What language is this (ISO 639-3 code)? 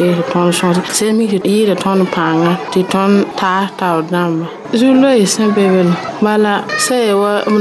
mos